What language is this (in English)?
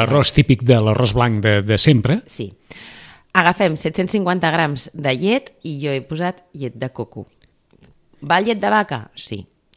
Catalan